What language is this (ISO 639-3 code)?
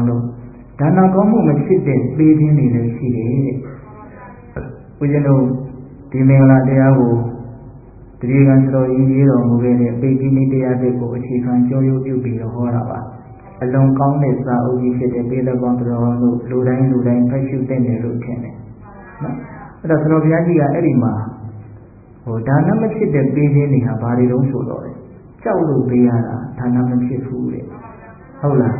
mya